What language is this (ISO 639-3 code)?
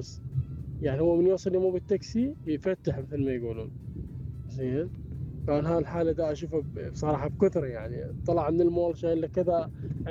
acm